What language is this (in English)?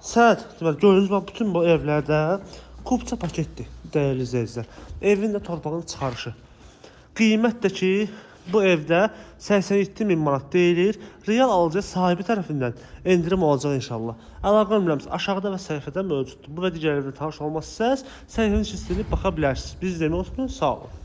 Azerbaijani